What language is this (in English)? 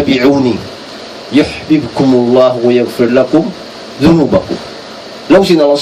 Tausug